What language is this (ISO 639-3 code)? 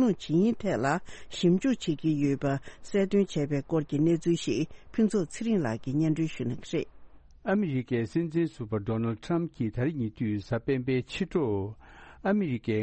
bod